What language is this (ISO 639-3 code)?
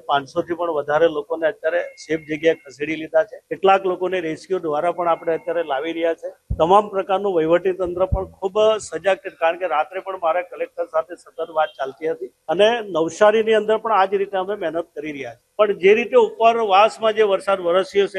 guj